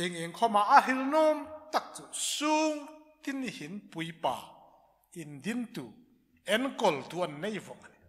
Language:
Hmar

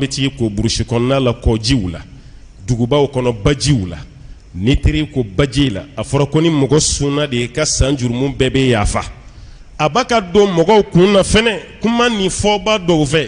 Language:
Bambara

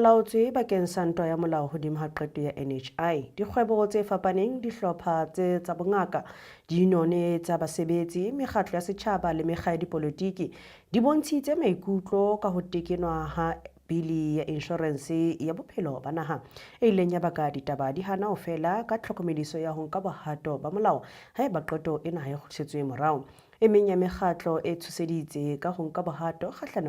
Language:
Southern Sotho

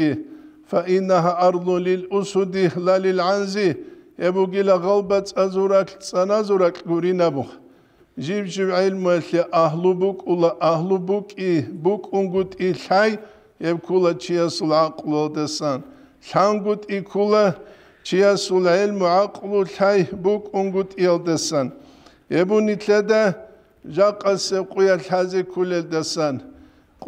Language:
Avaric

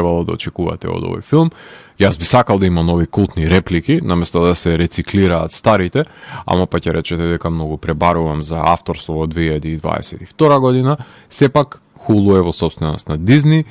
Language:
Macedonian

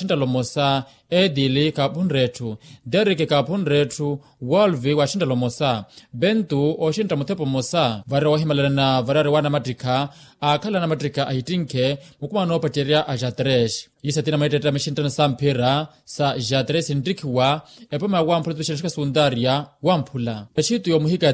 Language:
Makhuwa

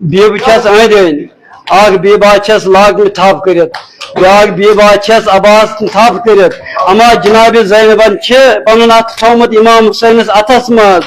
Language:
Kashmiri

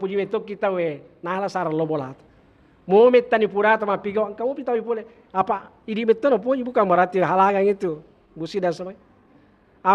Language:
Buginese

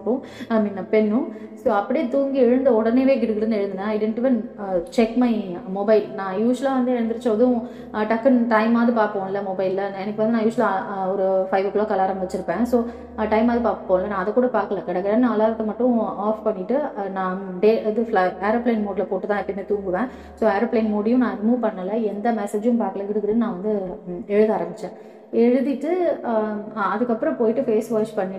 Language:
Tamil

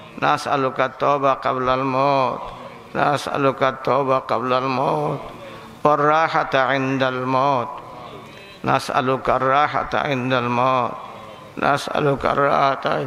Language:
Sylheti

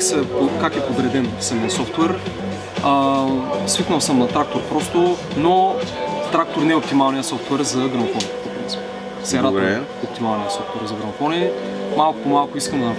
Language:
Bulgarian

